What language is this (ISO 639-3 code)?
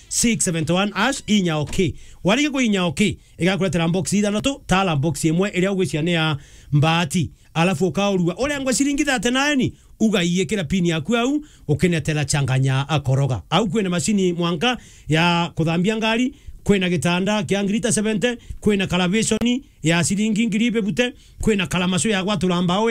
mer